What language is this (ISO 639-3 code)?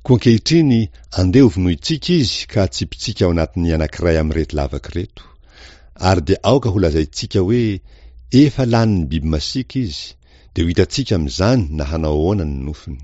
mlg